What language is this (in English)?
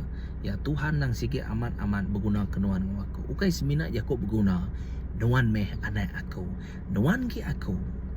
Iban